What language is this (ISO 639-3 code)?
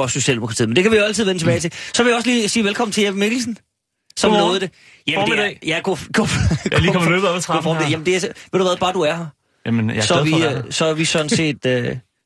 dan